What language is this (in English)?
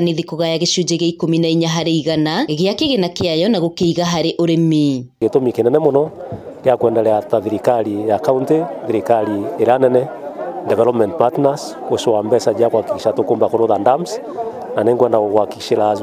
Kikuyu